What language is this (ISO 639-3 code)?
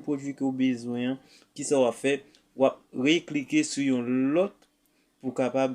hat